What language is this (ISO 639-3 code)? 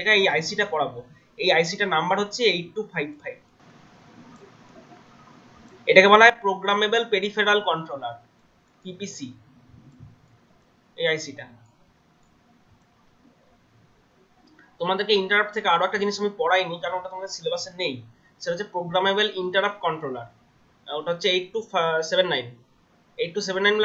ben